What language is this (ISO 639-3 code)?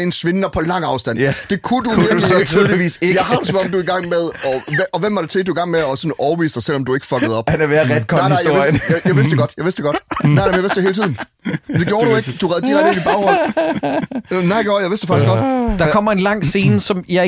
dan